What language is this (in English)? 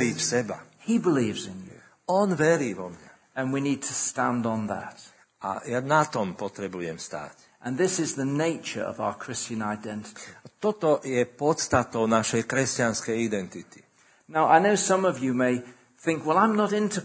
Slovak